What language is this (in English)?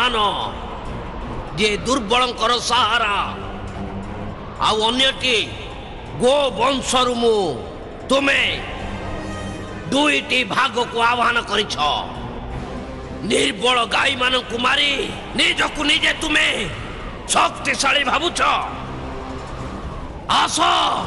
Odia